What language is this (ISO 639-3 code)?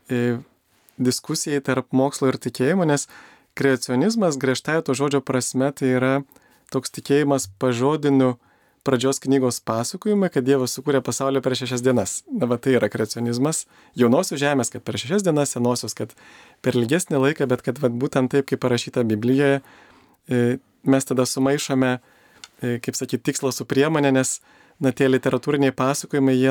lit